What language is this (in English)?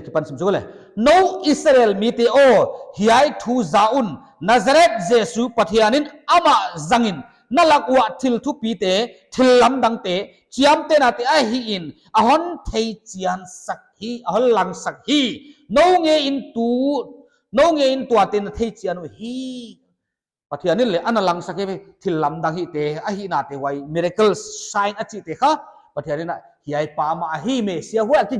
Paite Chin